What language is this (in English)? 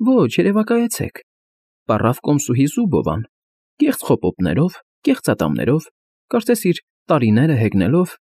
Armenian